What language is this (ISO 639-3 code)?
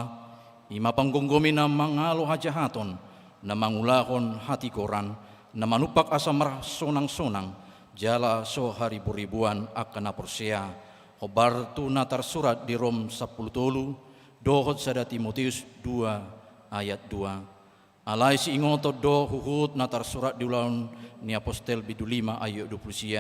bbc